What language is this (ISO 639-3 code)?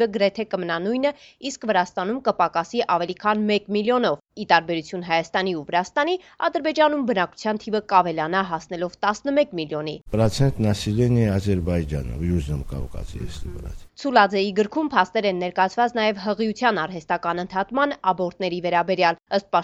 hye